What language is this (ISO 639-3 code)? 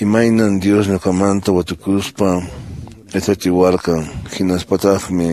que